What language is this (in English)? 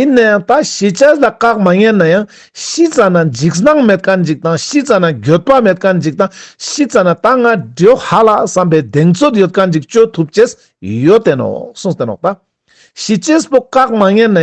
Ladakhi